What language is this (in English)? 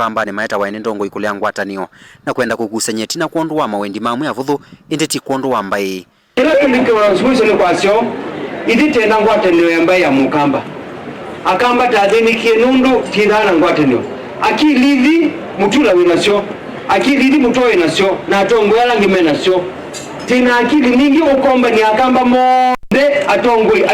Kamba